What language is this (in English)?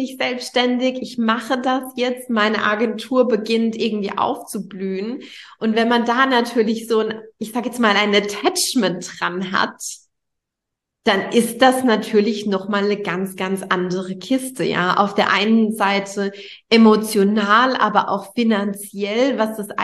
German